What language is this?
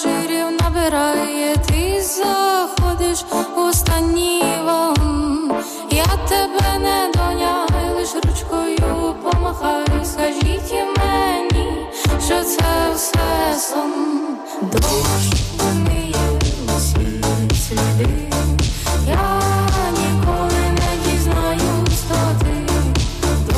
Ukrainian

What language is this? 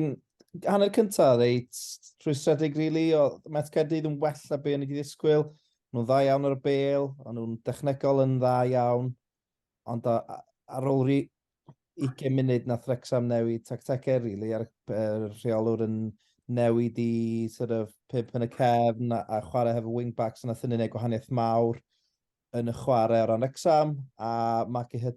Welsh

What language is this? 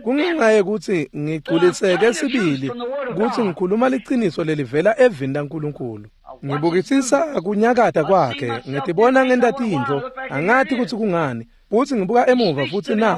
Swati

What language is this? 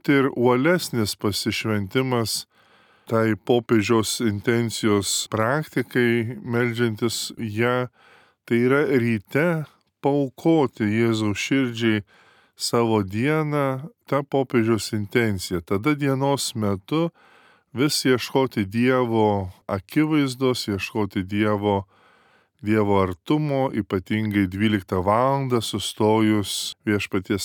Lithuanian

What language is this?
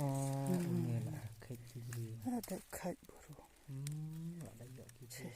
Khasi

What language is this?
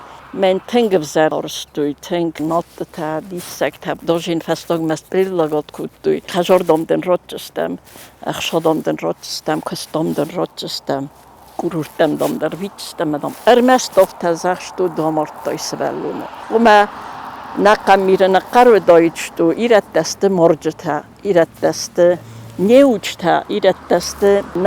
Ossetic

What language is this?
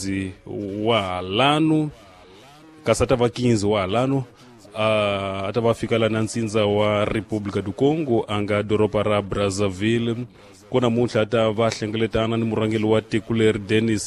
Tsonga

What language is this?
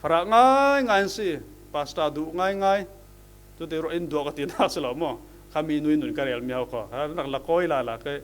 Falam Chin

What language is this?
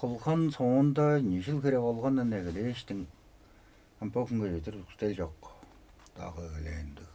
Tuvinian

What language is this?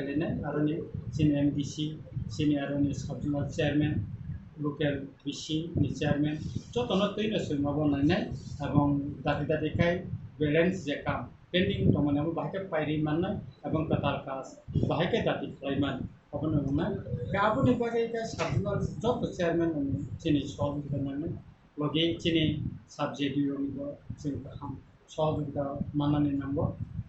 Kok Borok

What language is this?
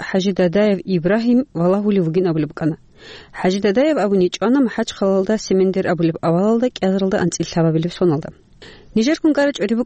Avaric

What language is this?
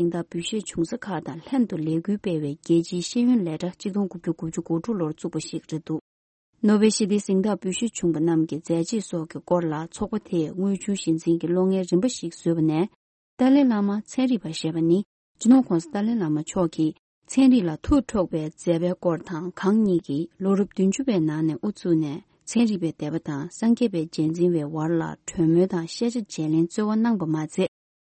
Tibetan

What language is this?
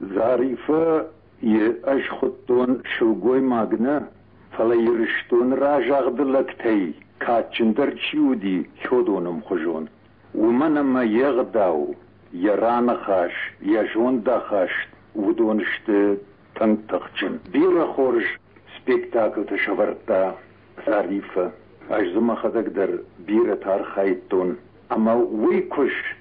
Ossetic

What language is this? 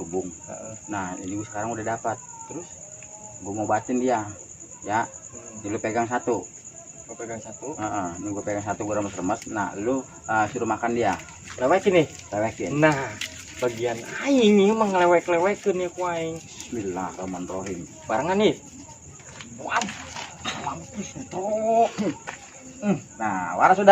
Betawi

